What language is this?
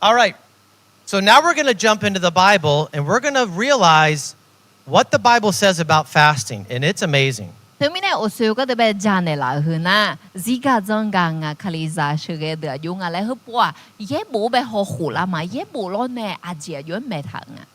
Akha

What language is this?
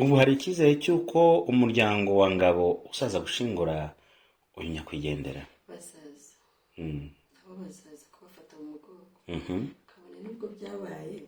Kinyarwanda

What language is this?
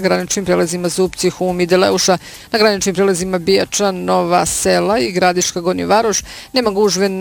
Bosnian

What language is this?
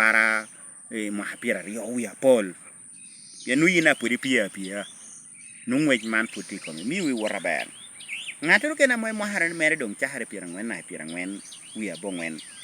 Lango (Uganda)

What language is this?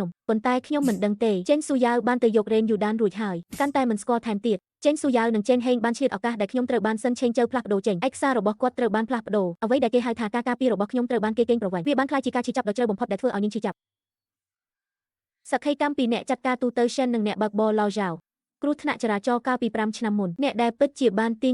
Khmer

